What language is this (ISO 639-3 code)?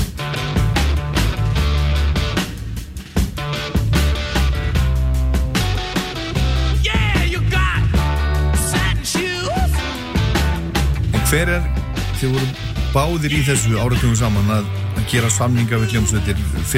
isl